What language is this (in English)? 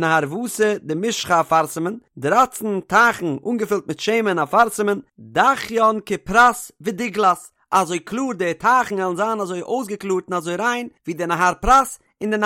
Yiddish